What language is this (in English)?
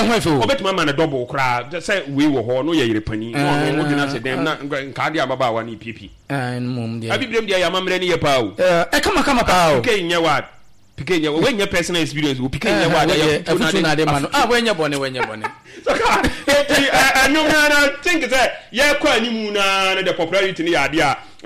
Akan